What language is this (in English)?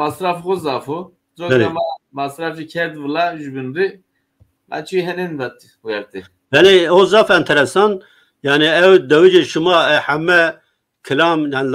Zaza